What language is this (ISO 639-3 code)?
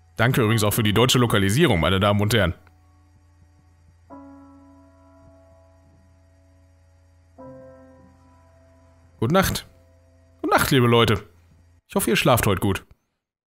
deu